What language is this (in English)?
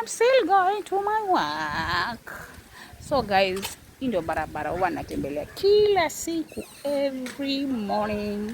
Swahili